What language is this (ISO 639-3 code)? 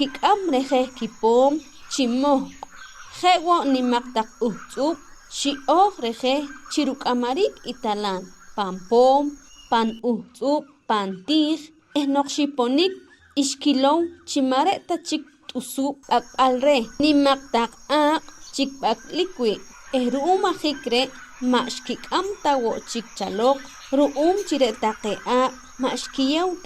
poh